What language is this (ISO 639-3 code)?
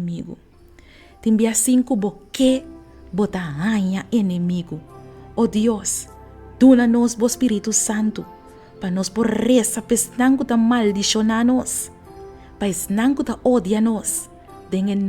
pap